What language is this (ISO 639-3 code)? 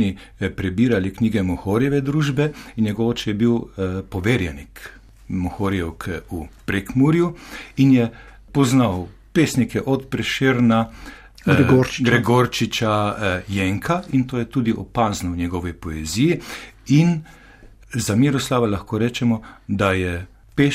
slv